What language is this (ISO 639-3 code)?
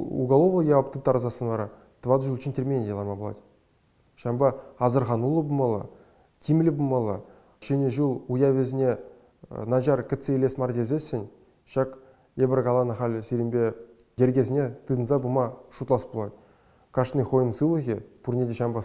chv